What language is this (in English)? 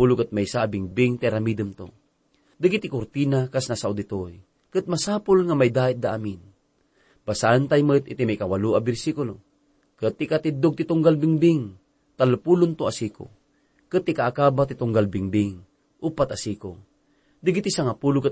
Iloko